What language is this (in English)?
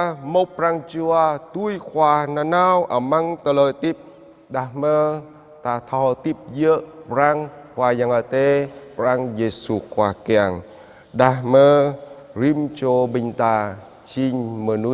Jarai